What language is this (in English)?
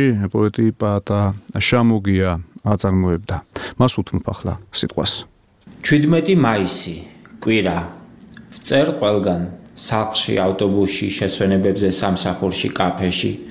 Georgian